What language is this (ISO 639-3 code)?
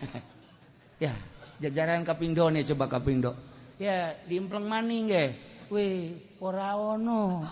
sun